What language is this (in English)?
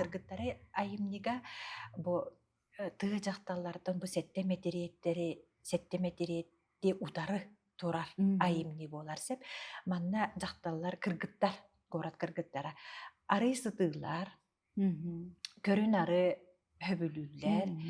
Yakut